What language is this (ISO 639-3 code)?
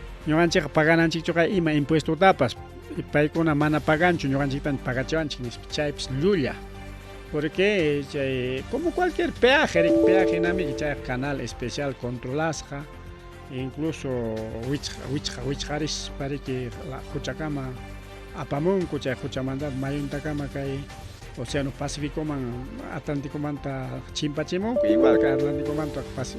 quy